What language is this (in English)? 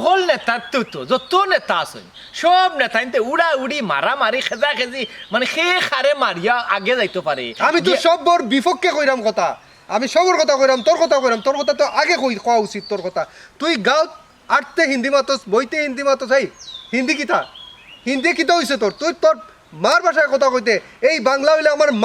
Sylheti